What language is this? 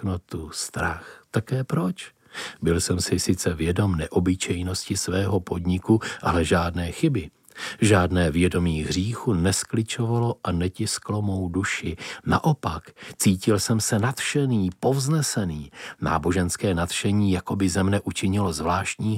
Czech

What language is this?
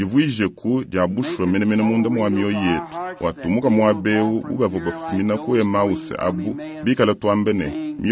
Luba-Lulua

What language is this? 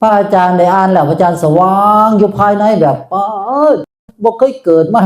Northeastern Thai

